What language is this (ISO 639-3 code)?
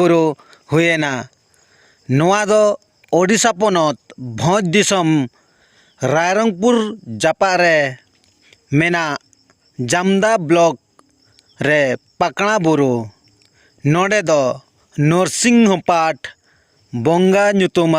sat